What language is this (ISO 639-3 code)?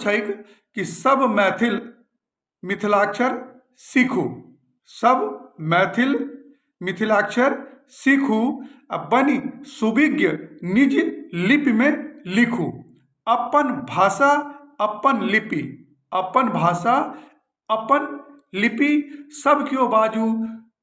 mai